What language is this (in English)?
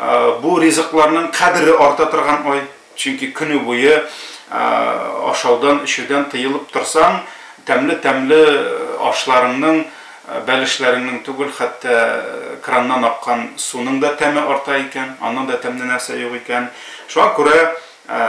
Tatar